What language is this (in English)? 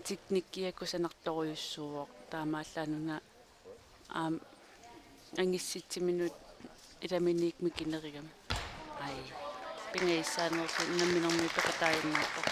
Kalaallisut